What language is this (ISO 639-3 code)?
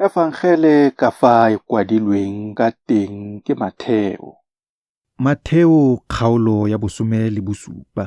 tsn